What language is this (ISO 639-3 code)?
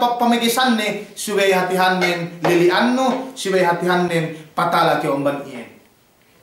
yka